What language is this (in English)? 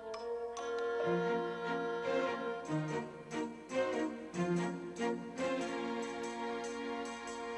Sinte Romani